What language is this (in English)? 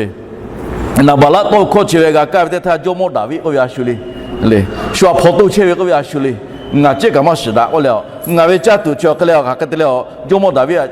Lahu